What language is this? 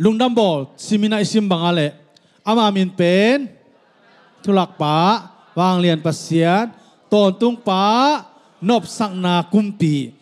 Tedim Chin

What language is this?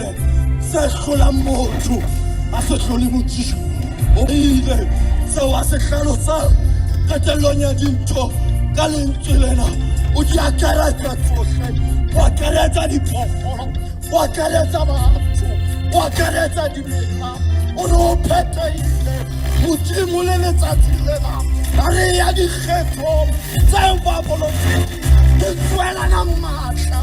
Southern Sotho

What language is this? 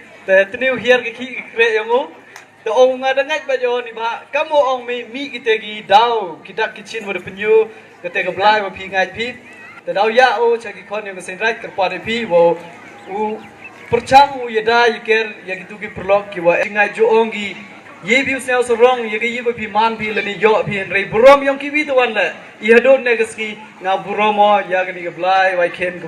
Pnar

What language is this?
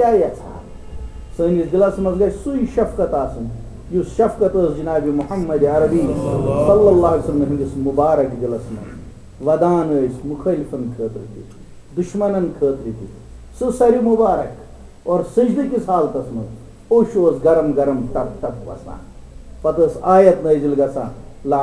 Kashmiri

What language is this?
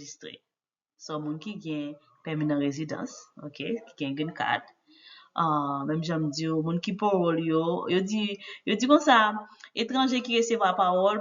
Haitian Creole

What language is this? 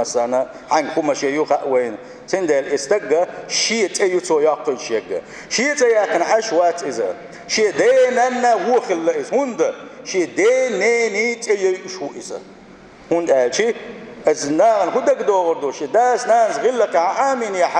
Chechen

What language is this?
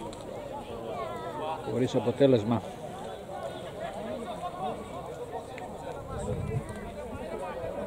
Greek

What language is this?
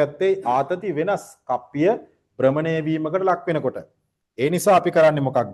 Sinhala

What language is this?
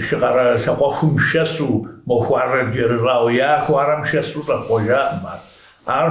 Kabardian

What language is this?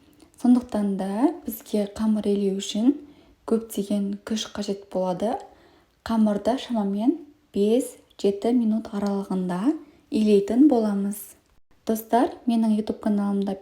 Kazakh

